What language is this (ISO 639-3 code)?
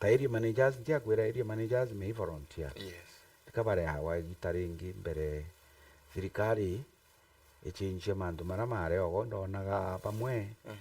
mer